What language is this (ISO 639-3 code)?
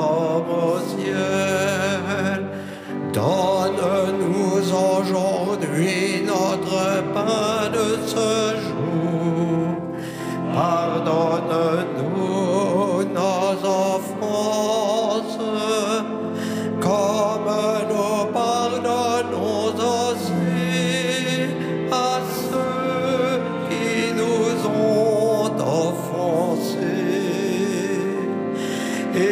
fra